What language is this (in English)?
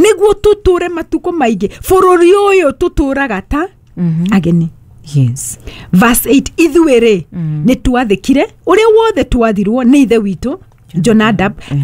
Kikuyu